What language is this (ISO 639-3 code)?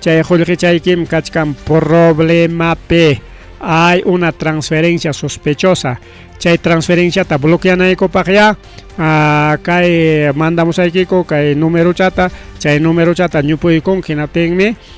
quy